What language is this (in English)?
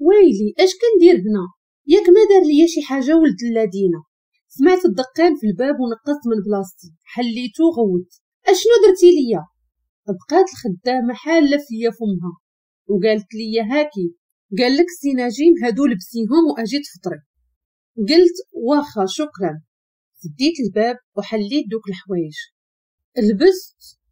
Moroccan Arabic